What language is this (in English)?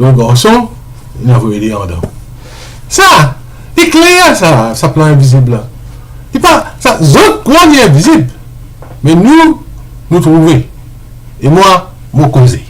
Morisyen